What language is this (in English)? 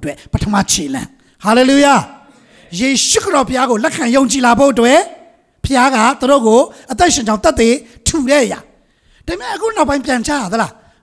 Burmese